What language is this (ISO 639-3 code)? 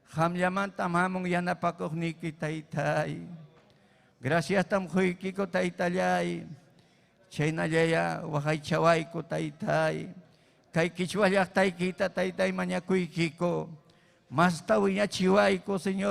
quy